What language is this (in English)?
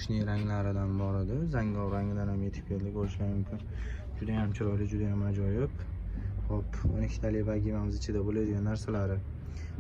Uzbek